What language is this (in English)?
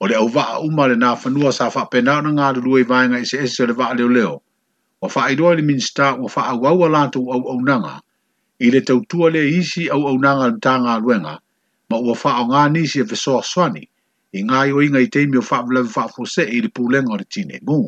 Samoan